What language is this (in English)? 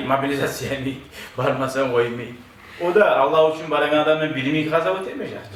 Kumyk